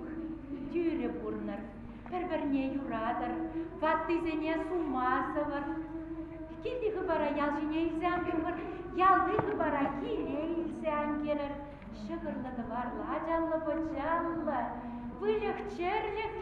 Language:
Chuvash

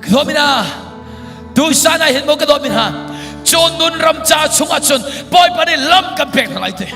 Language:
Hakha Chin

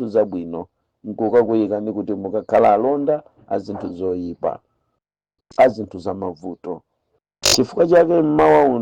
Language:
Nyanja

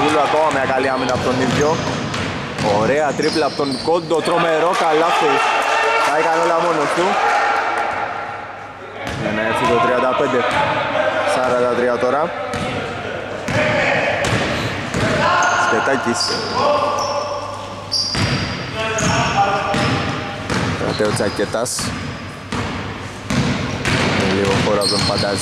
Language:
Greek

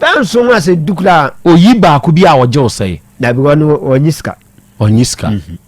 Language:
Akan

